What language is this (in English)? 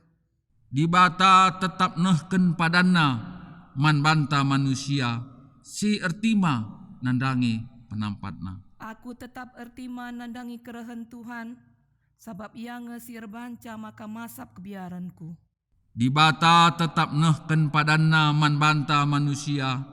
Batak Karo